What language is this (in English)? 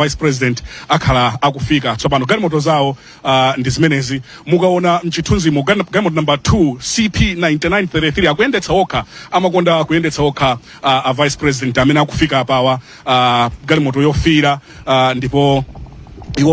Nyanja